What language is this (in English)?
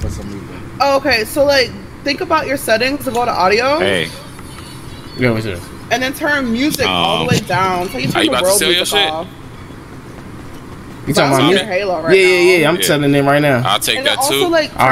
English